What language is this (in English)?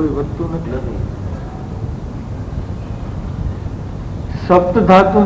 Gujarati